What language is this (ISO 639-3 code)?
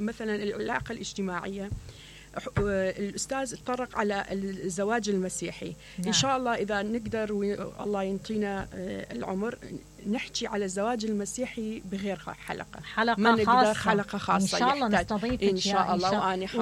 acm